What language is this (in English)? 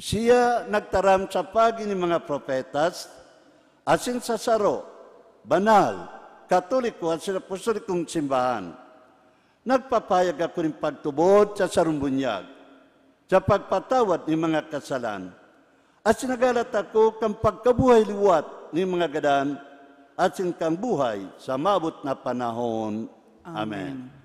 Bikol